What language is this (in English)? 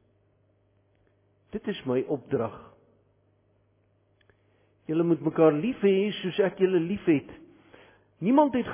Afrikaans